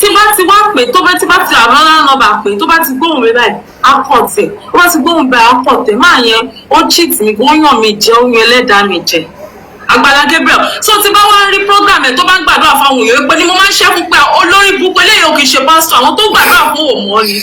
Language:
Yoruba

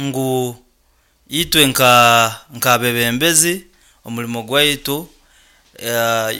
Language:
Nyoro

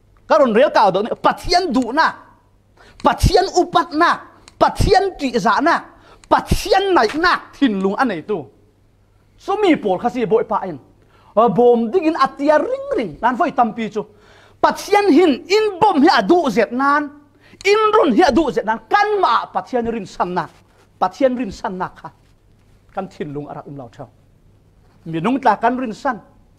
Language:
Falam Chin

